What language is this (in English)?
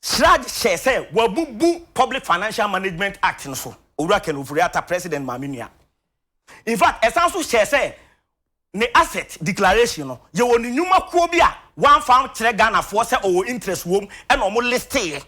Akan